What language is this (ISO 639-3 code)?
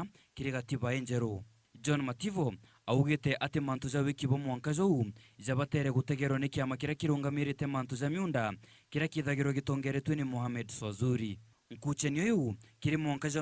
mer